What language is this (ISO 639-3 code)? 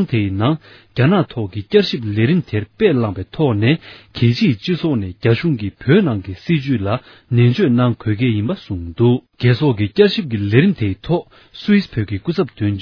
bod